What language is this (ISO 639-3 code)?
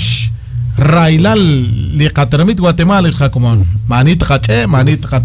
kek